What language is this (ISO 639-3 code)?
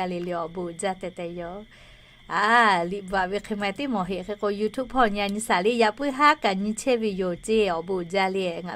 lhu